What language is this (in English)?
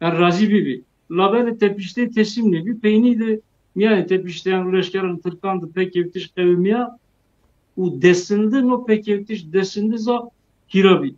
Zaza